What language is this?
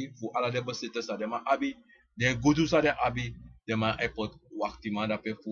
Sranan Tongo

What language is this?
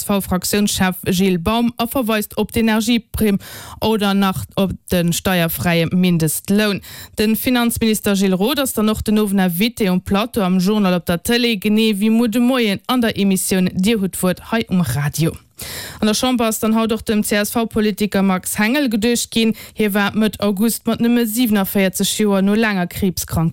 Luxembourgish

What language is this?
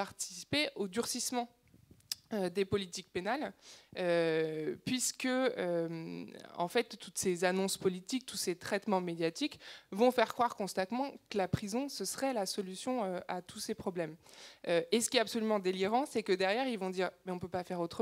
French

